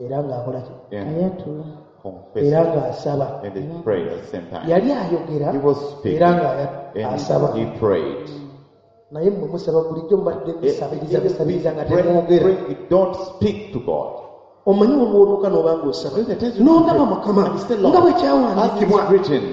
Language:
Ganda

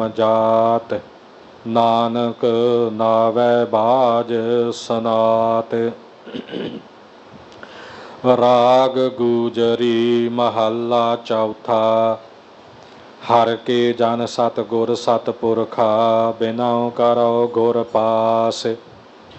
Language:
Punjabi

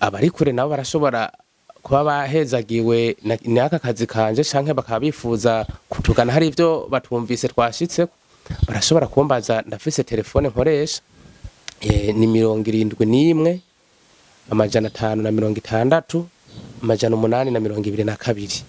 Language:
Rundi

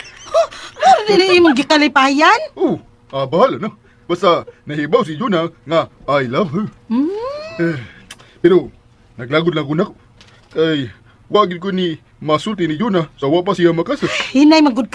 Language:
Cebuano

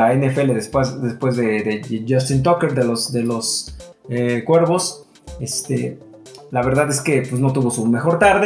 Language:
Spanish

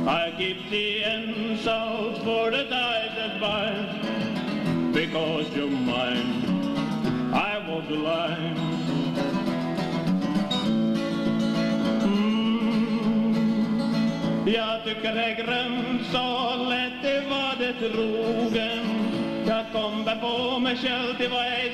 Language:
Swedish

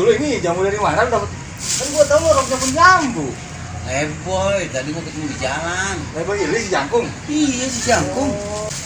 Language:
Betawi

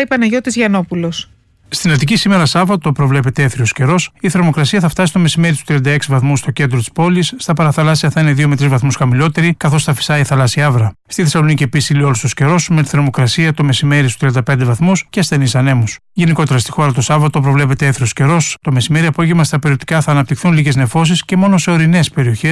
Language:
Greek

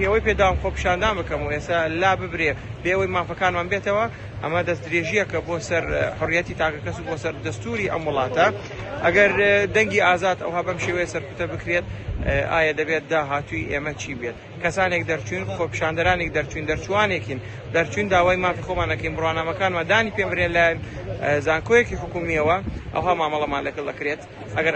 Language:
Central Kurdish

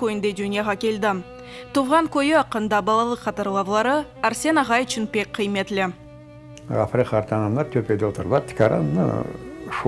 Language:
Crimean Tatar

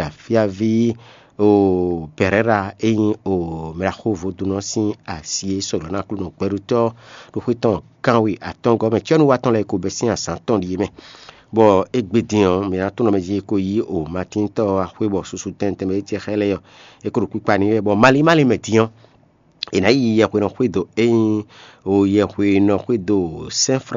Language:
Fon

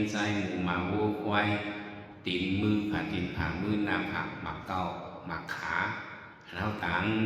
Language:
Shan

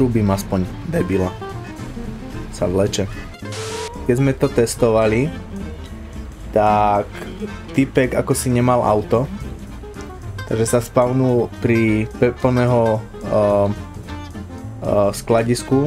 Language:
Slovak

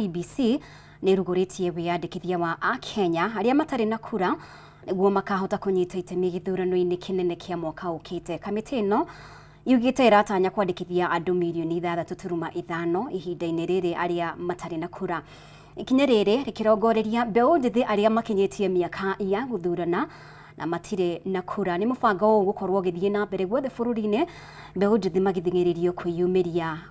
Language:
Kikuyu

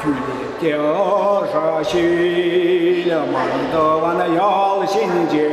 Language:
Chuvash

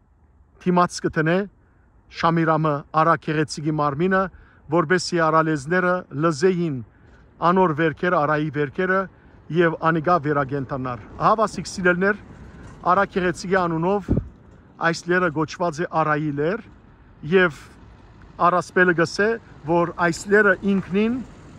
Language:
Western Armenian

